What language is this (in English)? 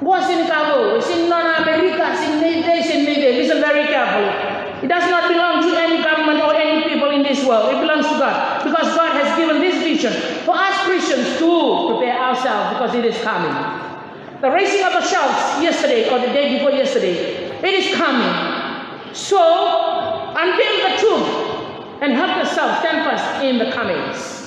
Fijian